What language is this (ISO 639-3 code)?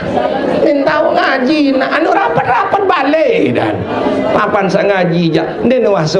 sas